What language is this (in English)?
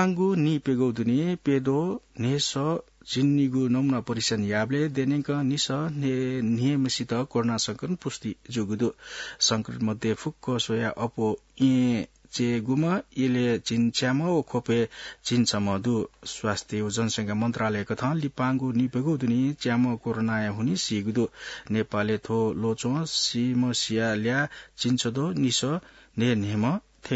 Newari